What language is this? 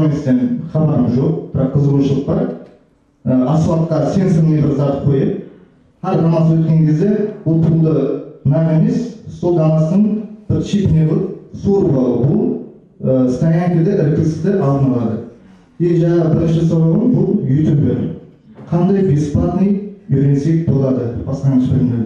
Kara-Kalpak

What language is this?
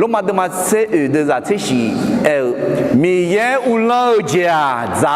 Akha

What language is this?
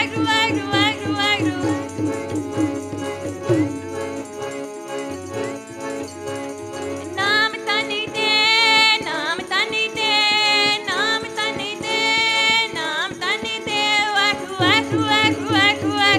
Punjabi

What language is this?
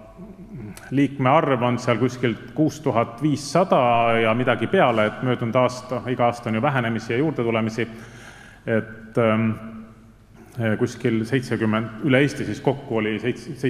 Estonian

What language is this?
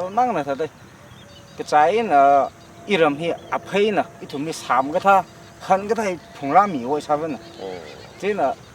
Tangkhul Naga (India)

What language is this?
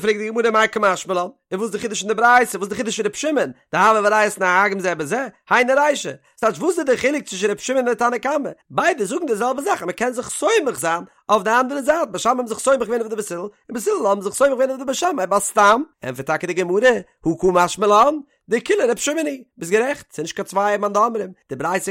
Yiddish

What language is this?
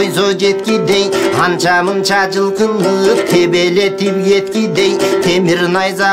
Kyrgyz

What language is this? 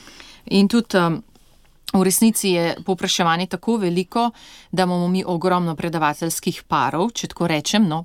Slovenian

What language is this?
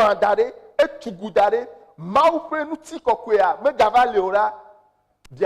Ewe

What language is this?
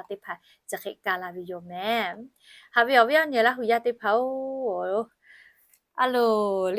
Lahu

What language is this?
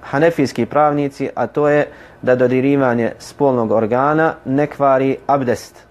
Bosnian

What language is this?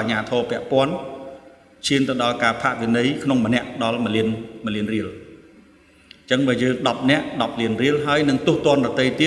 Khmer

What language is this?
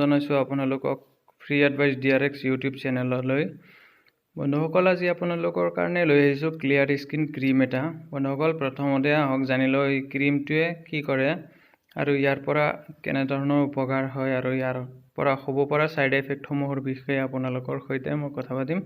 Assamese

